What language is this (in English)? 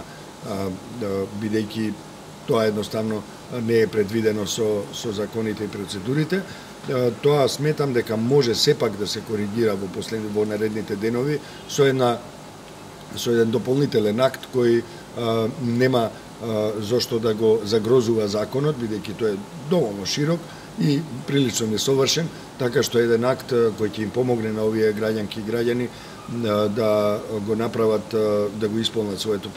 Macedonian